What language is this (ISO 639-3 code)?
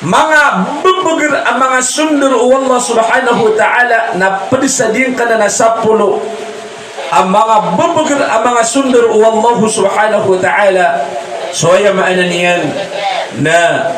mrw